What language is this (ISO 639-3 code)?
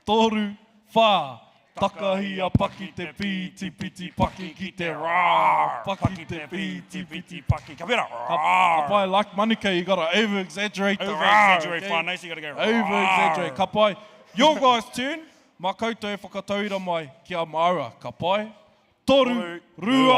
mri